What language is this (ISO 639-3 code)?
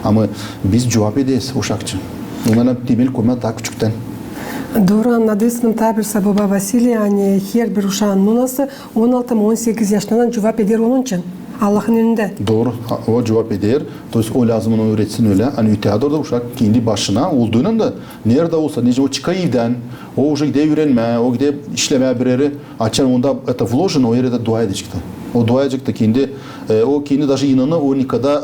gag